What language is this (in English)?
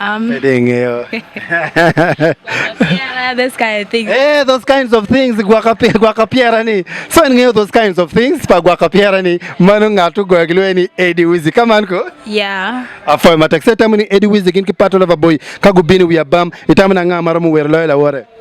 Acoli